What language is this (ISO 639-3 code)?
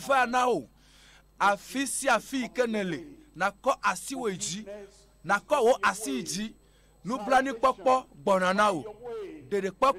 ewe